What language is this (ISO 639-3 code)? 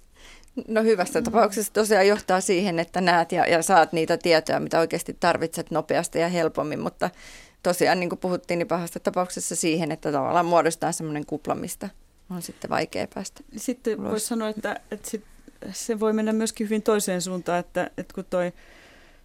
fin